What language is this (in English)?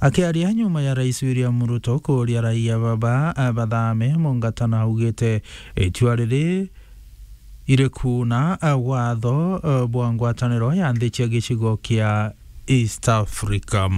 Meru